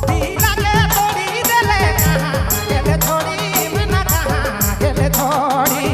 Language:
Sadri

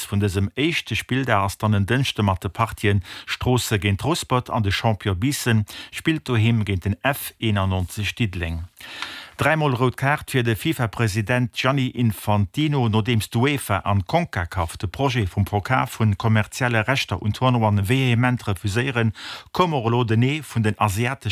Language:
Luxembourgish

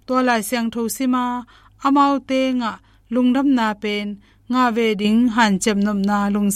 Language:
Tedim Chin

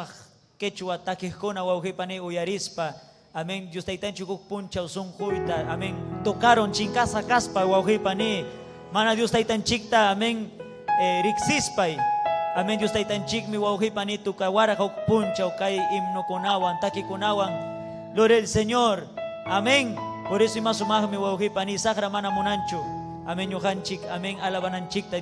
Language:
Ayacucho Quechua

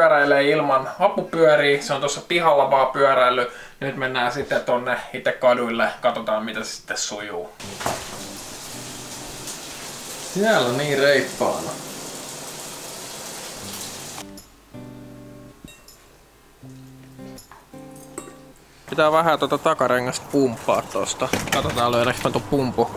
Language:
Finnish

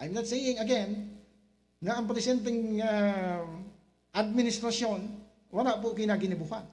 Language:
Bikol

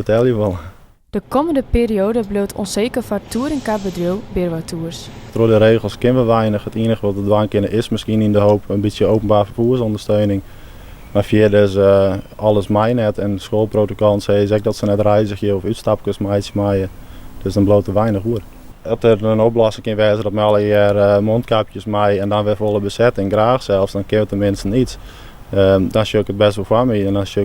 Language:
Western Frisian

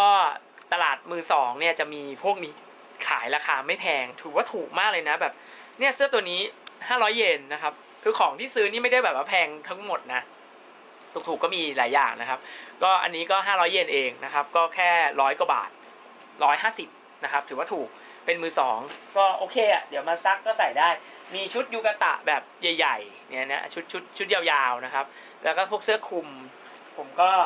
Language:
Thai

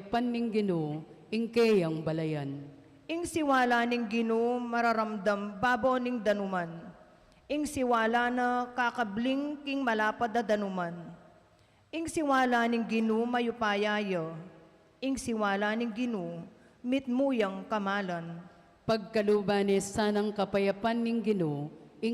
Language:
Pampanga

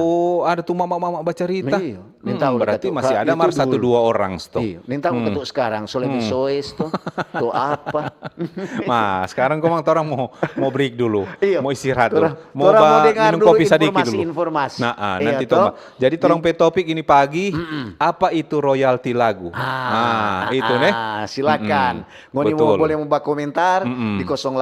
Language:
Manado Malay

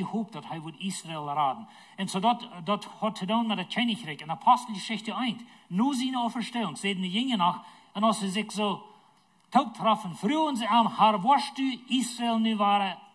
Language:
Plautdietsch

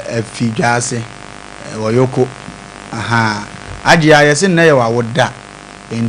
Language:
Akan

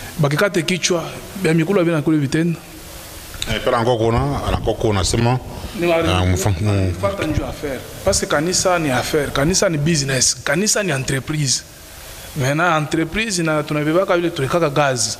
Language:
Swahili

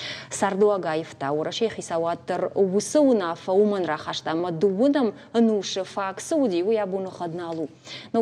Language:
Ossetic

